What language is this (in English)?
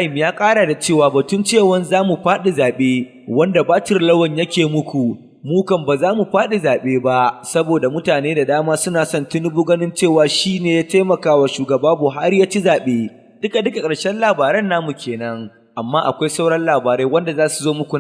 Hausa